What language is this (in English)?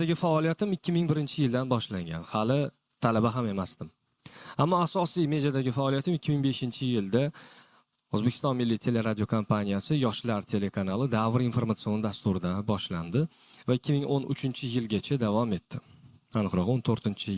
Uzbek